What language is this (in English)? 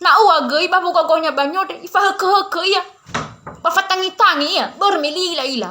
Nias